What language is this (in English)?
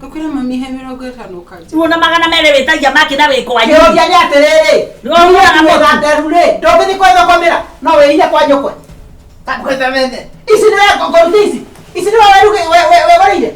Kikuyu